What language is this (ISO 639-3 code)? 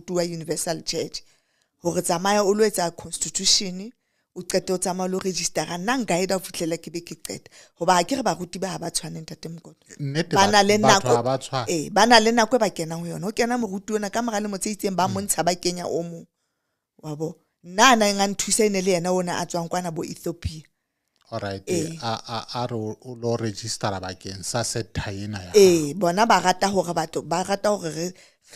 sot